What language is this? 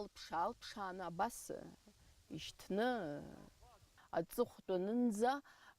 Abkhazian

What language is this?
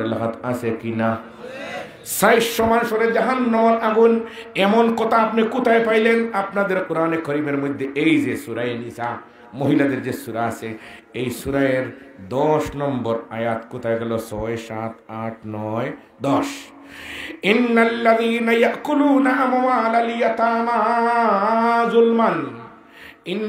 Sylheti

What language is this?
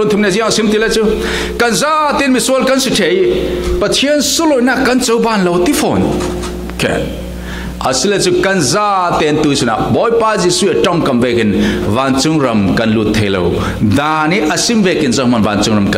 Falam Chin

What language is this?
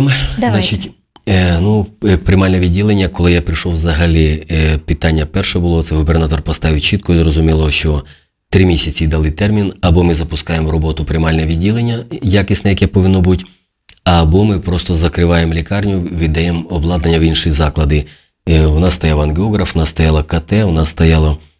Ukrainian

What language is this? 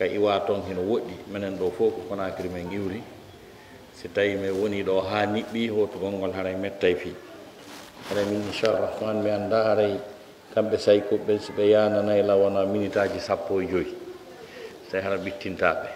Pular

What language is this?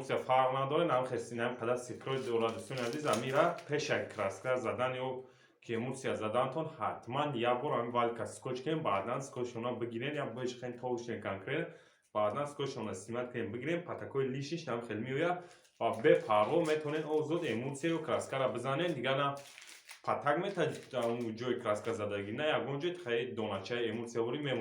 Tajik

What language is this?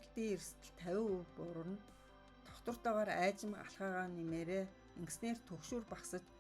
Mongolian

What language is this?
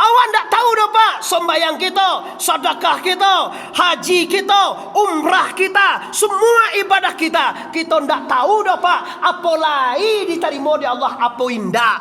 Minangkabau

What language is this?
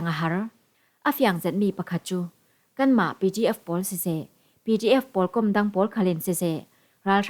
Falam Chin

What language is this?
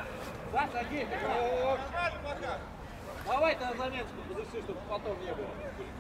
Russian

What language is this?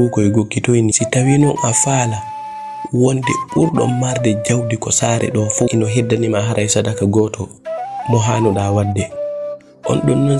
Fula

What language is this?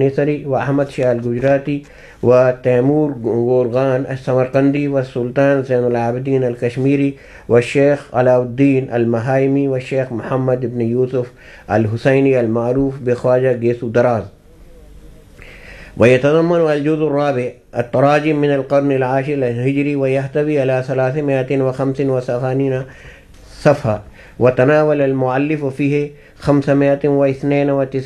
Urdu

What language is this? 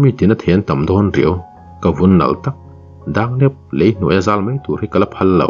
Mizo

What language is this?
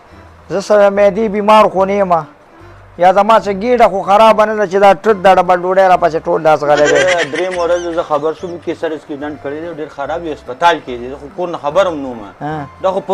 Pashto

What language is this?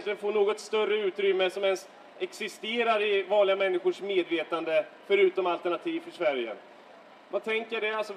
Swedish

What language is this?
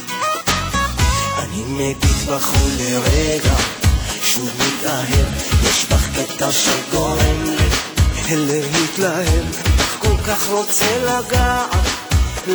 Hebrew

